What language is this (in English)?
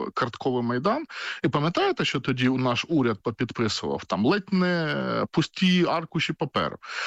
Ukrainian